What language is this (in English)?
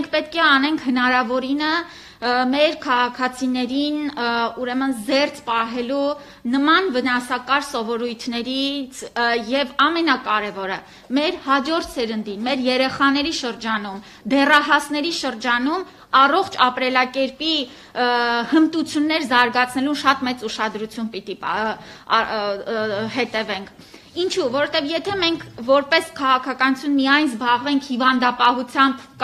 Armenian